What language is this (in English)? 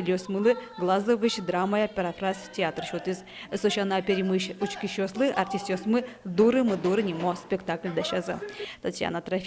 Udmurt